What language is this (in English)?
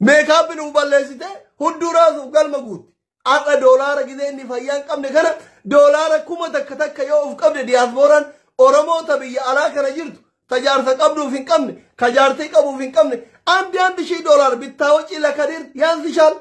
Oromo